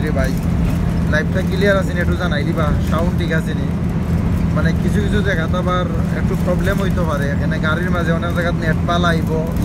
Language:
Sylheti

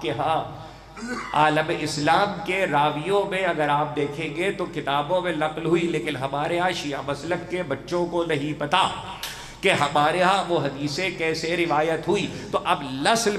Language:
Urdu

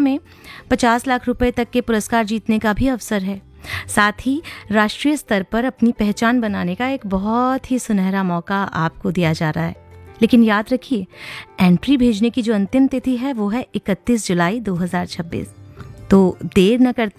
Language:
Hindi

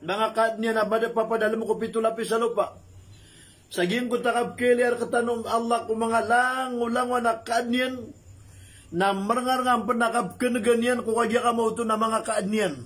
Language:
Maranao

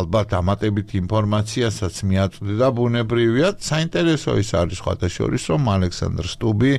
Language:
Georgian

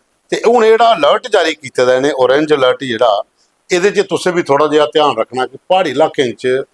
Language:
Dogri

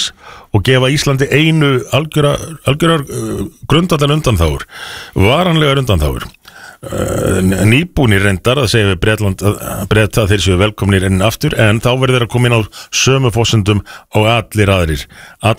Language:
Icelandic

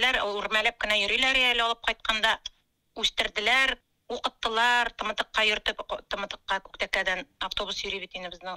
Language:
Tatar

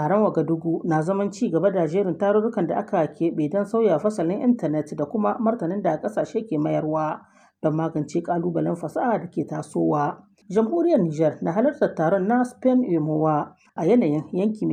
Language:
Hausa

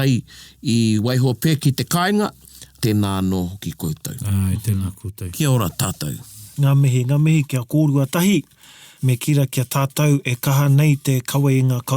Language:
Māori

